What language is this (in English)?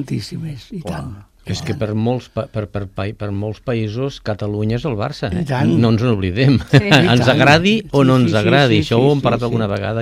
Catalan